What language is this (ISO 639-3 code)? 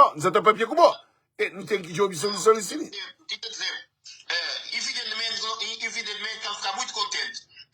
kea